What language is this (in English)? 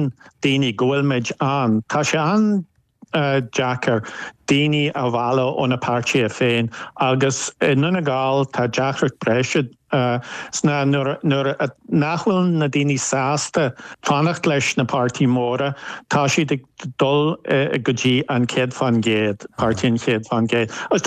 Irish